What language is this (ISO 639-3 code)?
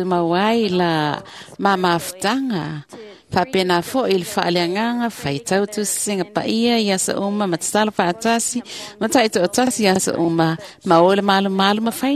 smo